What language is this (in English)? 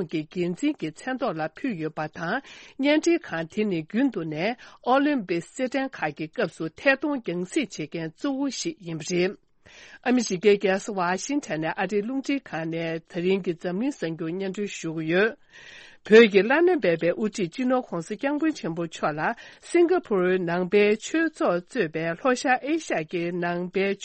Tibetan